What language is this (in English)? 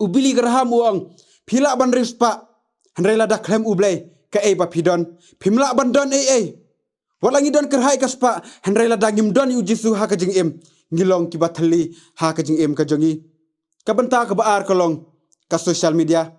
Khasi